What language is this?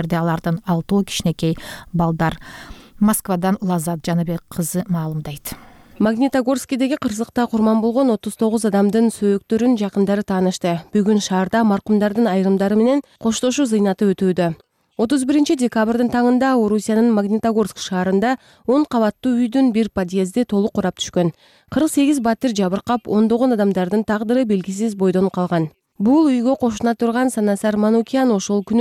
Kyrgyz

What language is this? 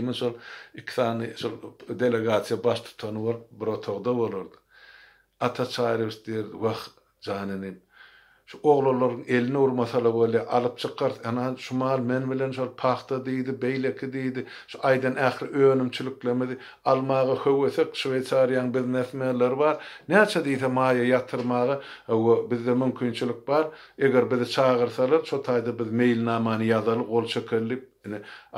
Turkmen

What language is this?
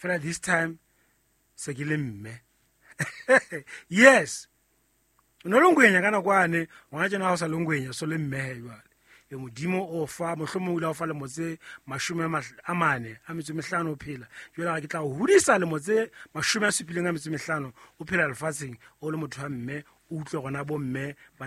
Southern Sotho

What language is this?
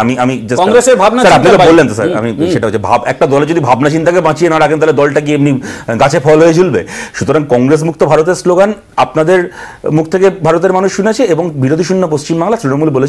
Bangla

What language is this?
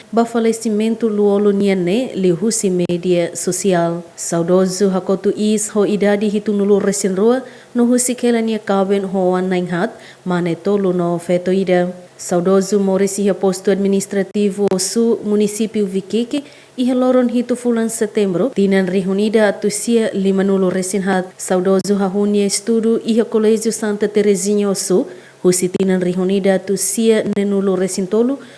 Tetum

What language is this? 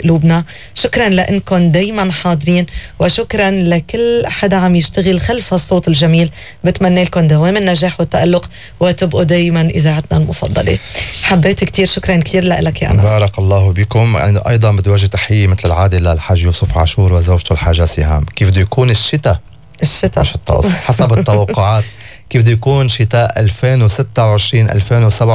North Levantine Arabic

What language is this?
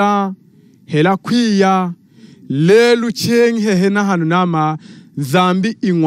Lunda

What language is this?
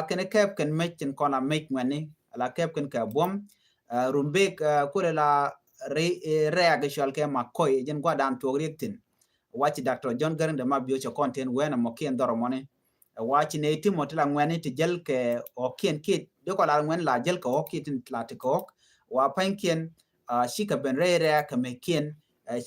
Nuer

